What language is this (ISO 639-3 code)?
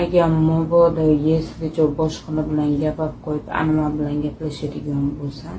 uzb